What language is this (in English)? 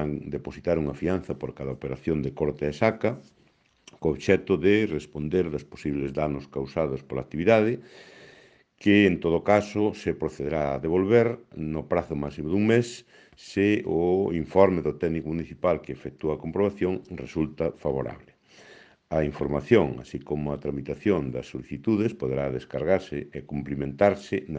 Galician